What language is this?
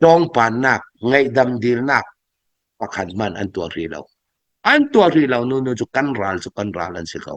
Hakha Chin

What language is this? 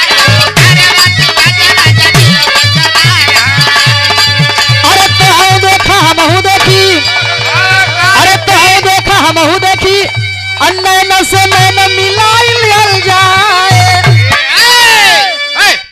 Bhojpuri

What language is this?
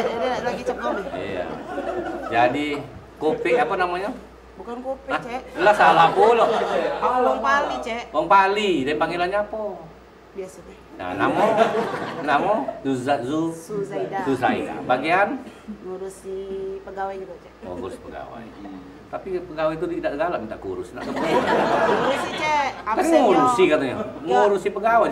Musi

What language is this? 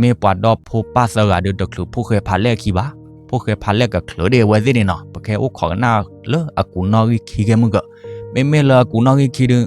S'gaw Karen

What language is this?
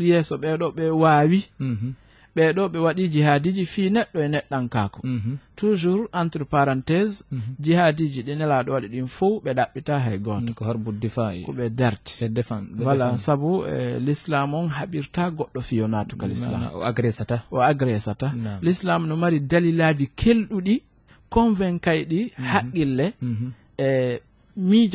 Fula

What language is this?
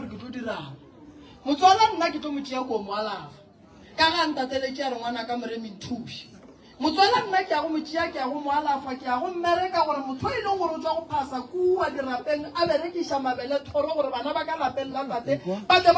Northern Sotho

